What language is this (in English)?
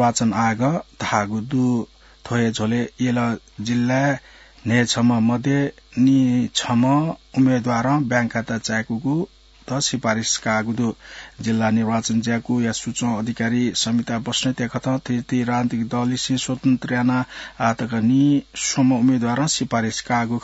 Newari